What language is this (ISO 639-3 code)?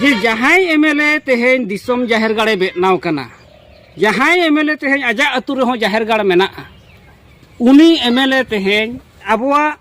sat